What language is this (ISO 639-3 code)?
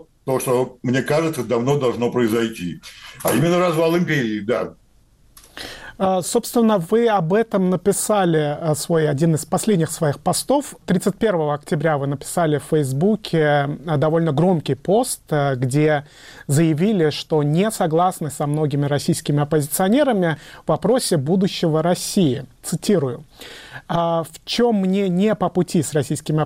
rus